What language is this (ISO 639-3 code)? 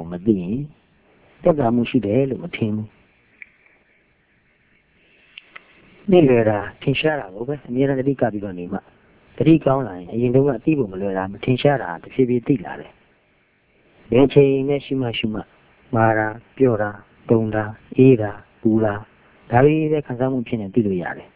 mya